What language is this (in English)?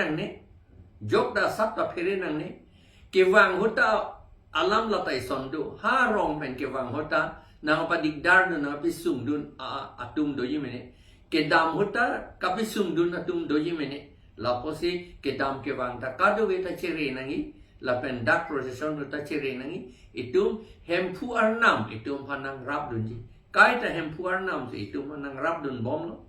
Karbi